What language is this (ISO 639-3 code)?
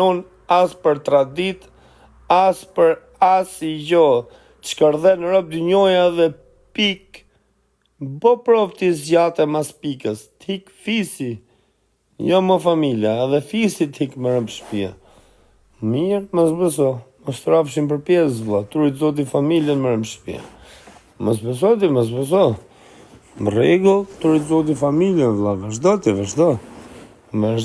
sqi